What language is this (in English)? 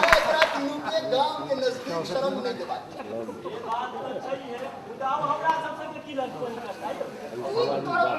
Maithili